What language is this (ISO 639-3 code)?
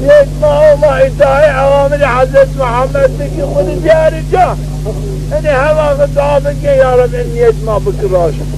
zza